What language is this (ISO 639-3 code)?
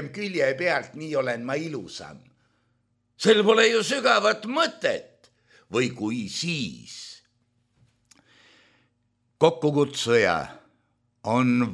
est